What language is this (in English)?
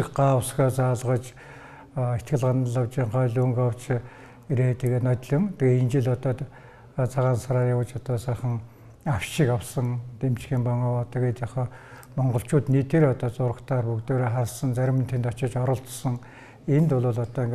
Mongolian